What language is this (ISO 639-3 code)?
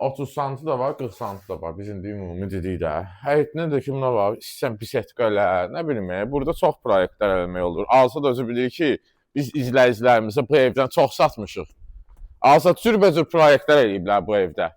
aze